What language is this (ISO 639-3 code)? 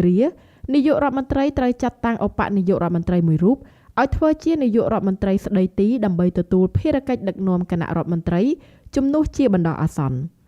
khm